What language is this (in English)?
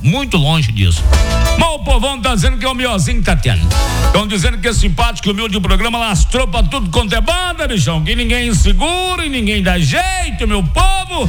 Portuguese